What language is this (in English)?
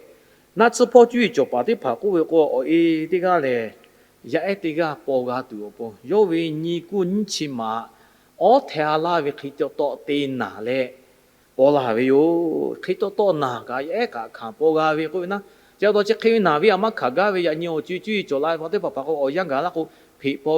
Lahu